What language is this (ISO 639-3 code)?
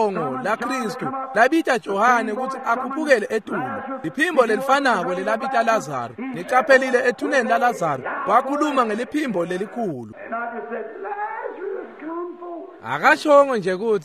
ssw